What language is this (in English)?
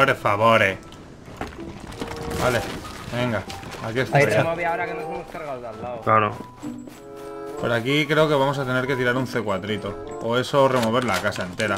Spanish